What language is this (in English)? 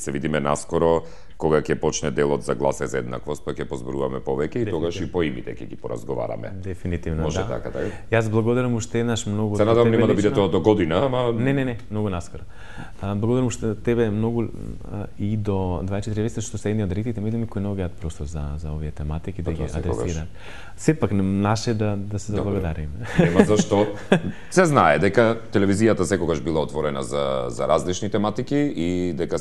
Macedonian